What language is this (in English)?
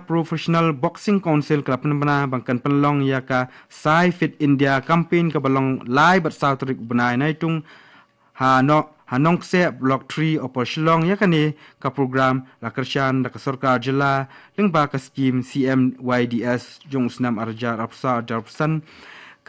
Khasi